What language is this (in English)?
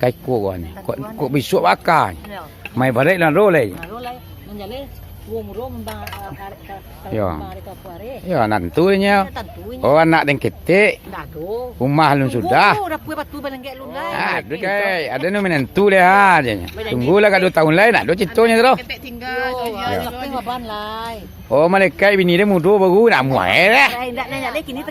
Minangkabau